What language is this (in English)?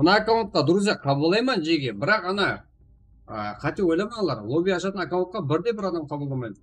Kara-Kalpak